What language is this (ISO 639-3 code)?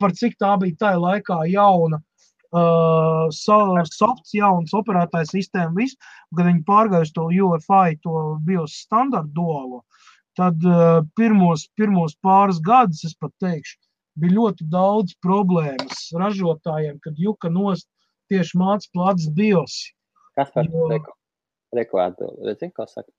lav